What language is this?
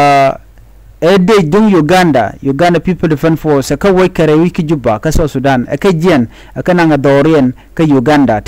Nuer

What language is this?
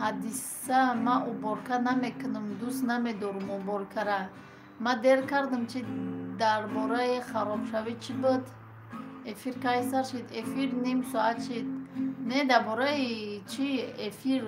Tajik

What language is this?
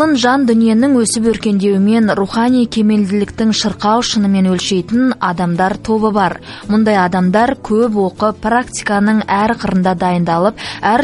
Kazakh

